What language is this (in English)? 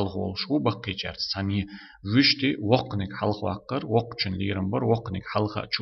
Chechen